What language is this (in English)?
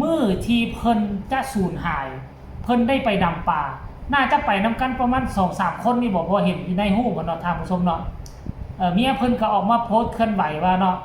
Lao